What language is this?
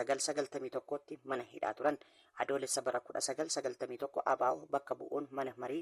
Oromo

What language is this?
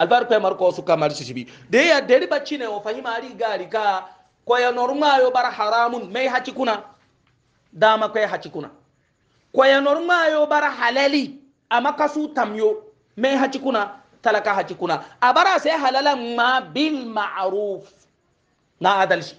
Hausa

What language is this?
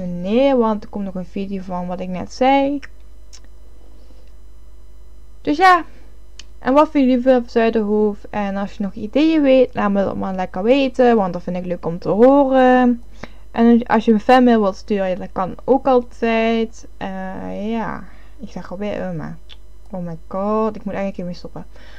Dutch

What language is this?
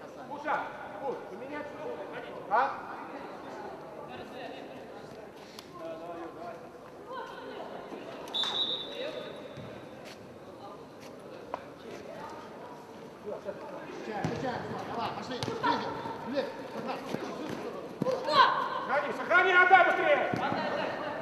Russian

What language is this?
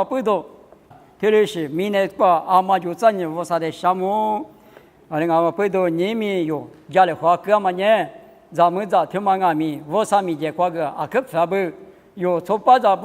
Lisu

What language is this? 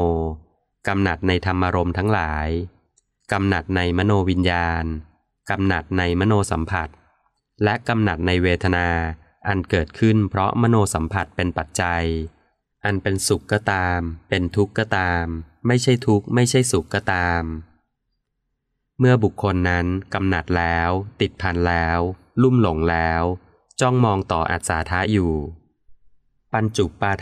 Thai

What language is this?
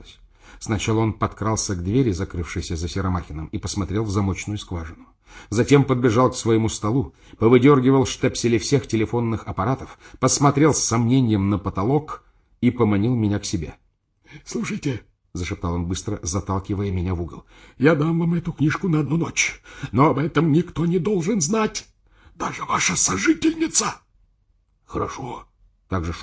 Russian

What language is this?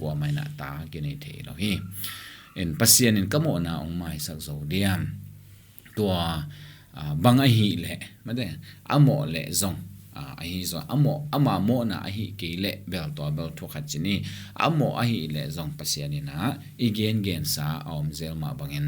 Tedim Chin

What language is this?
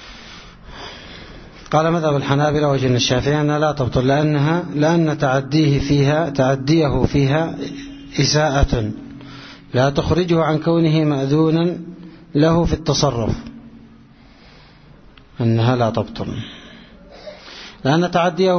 Arabic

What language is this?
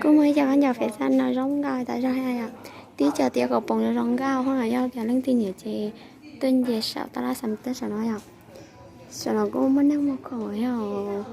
Hmong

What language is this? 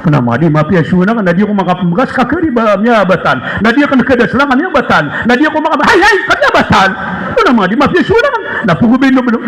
Maranao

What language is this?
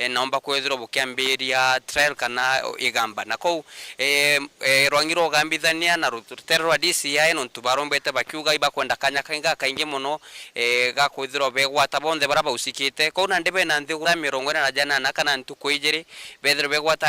Meru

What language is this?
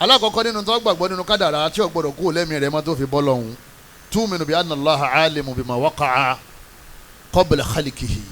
Yoruba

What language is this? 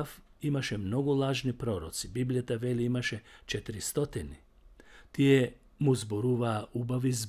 Macedonian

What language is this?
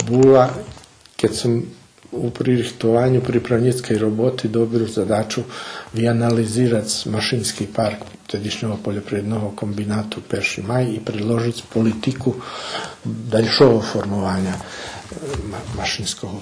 Rusyn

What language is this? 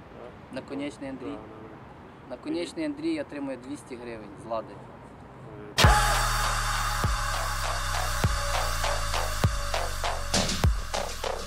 Ukrainian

